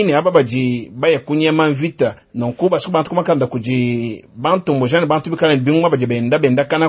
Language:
Luba-Lulua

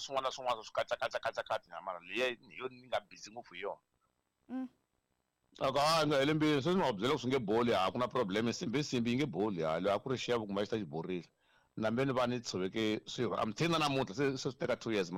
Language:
Tsonga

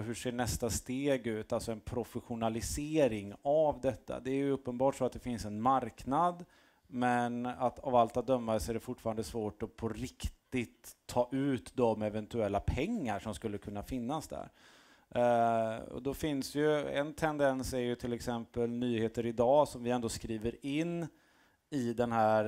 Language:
Swedish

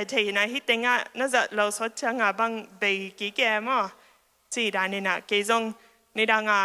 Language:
Tedim Chin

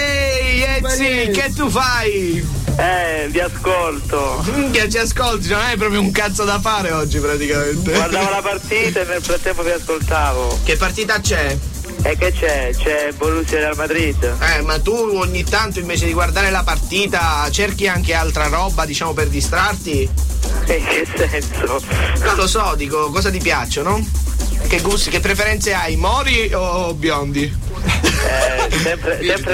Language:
Italian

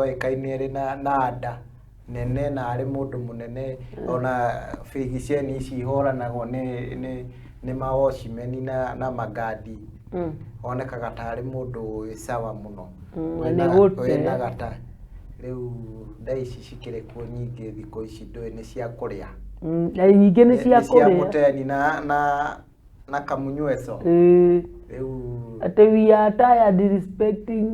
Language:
Kikuyu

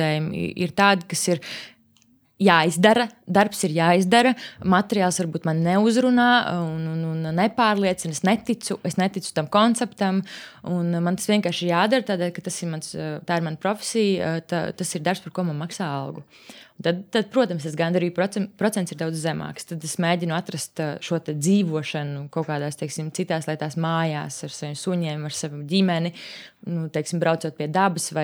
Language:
Latvian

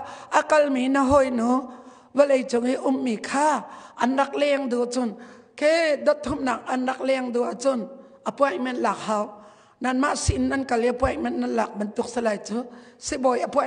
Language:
Hakha Chin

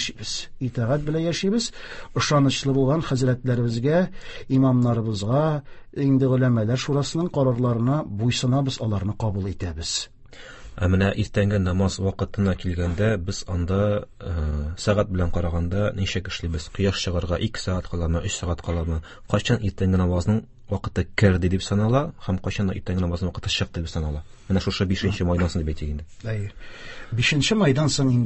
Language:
Tatar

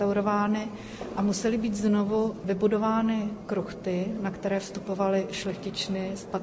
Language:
Czech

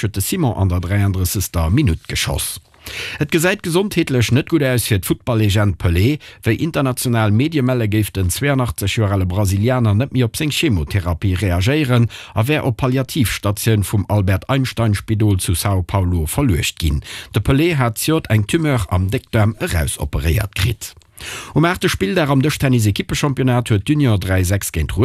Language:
Luxembourgish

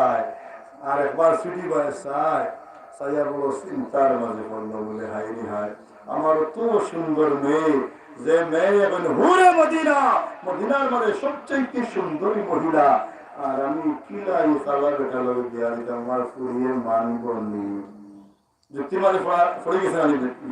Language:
Sylheti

